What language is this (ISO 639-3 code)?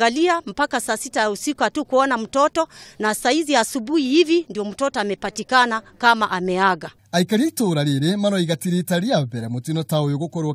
kik